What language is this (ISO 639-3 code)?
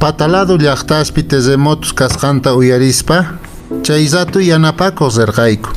que